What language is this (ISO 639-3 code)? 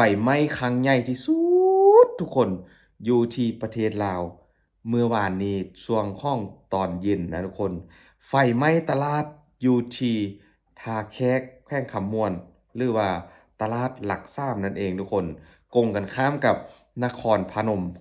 lao